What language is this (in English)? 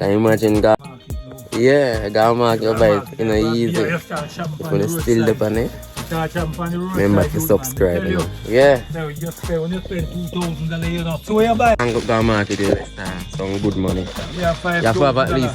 Jamaican Creole English